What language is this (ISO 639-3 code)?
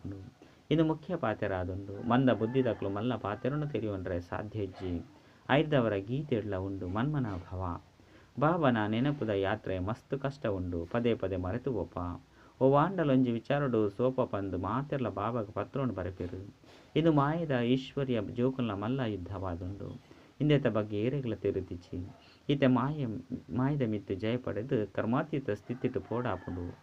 tcy